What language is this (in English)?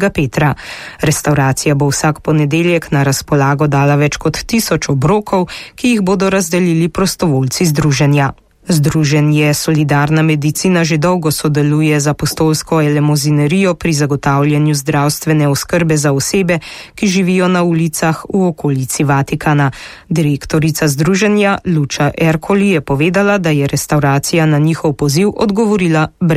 Slovenian